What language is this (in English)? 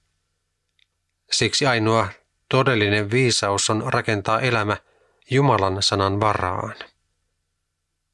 Finnish